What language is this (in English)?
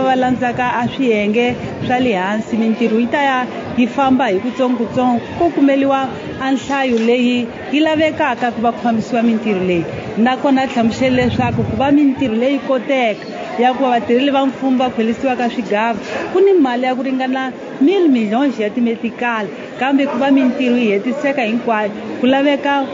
Tsonga